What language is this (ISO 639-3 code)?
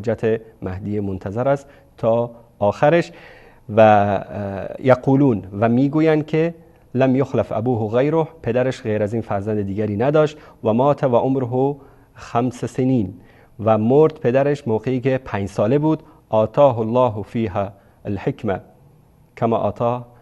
fas